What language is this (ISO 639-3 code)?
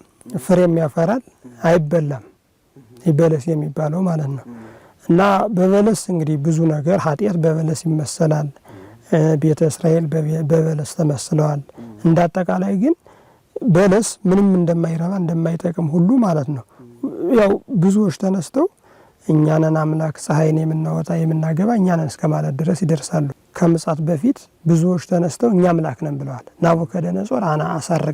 amh